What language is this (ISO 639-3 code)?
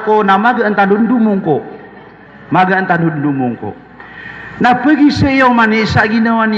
mrw